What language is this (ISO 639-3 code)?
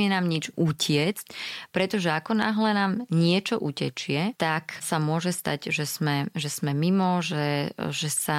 slk